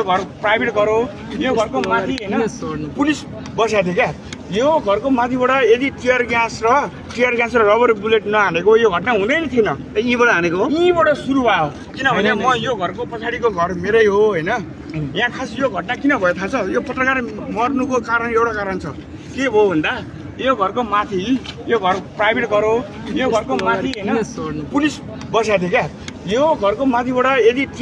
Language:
Nepali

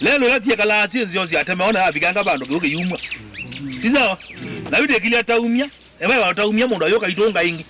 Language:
Kamba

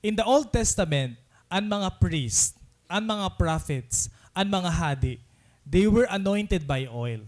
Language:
Waray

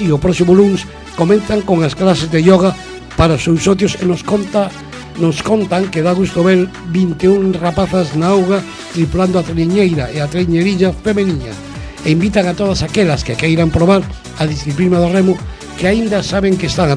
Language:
Galician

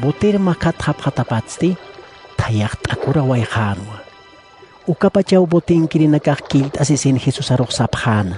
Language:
Aymara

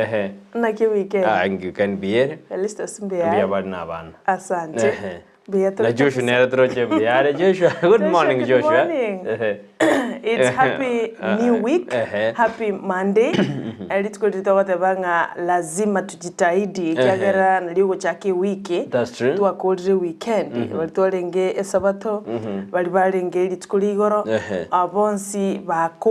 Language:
Gusii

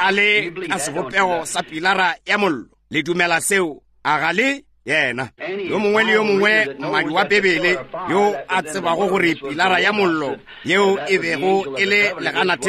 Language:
Northern Sotho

